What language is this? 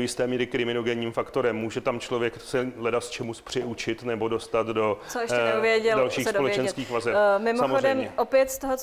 Czech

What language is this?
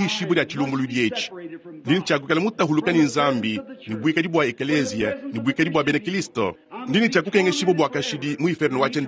Luba-Lulua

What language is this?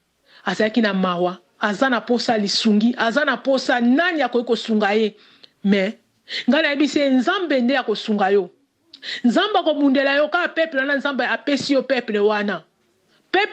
Lingala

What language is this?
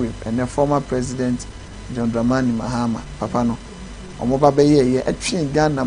Akan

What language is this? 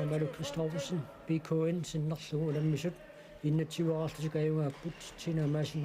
Kalaallisut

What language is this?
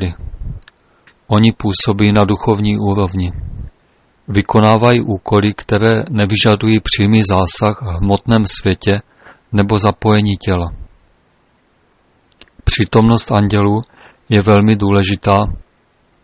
Czech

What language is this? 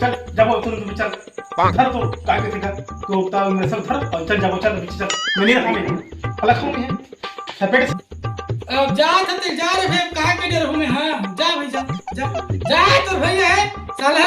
Chhattisgarhi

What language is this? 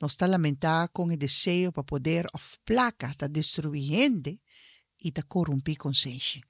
Papiamento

